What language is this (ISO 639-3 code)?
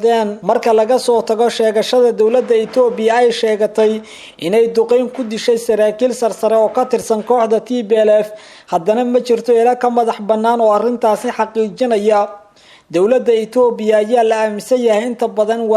som